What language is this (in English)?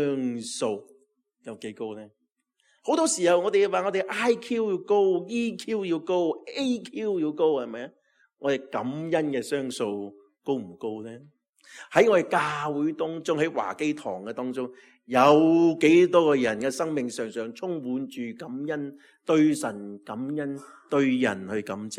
Cantonese